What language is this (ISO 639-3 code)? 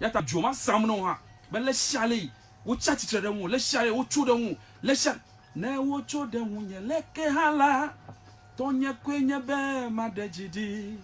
ewe